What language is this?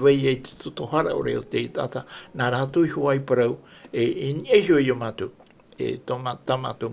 Tahitian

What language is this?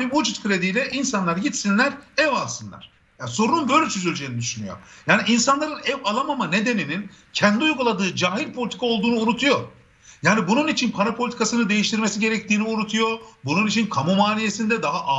Turkish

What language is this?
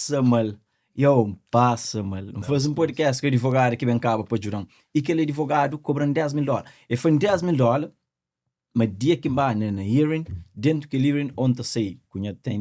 Kabuverdianu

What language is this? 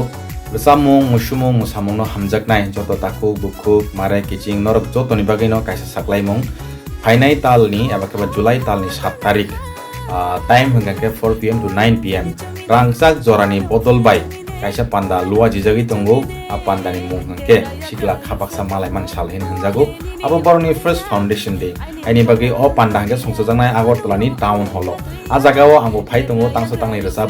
Kok Borok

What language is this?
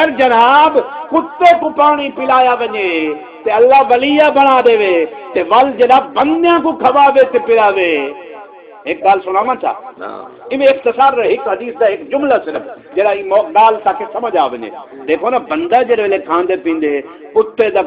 Saraiki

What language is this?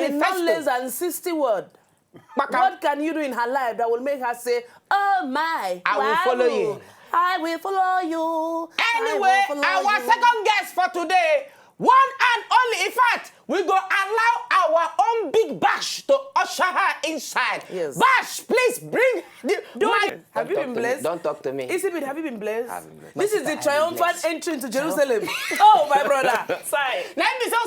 Nigerian Pidgin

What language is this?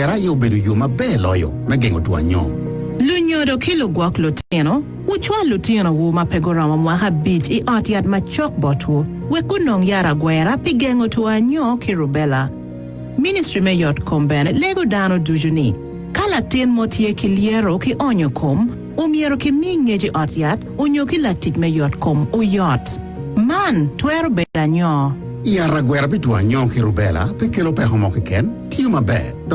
Acoli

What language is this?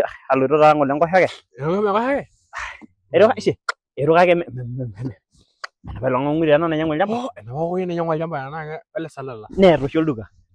Masai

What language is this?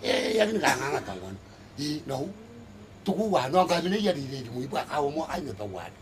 Gilbertese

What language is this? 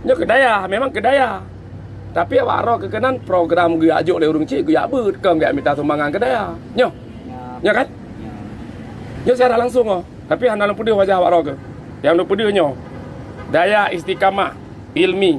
Achinese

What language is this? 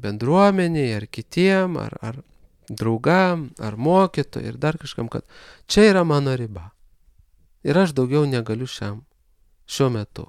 Lithuanian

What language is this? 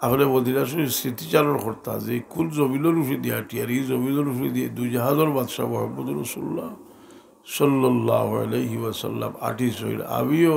Sylheti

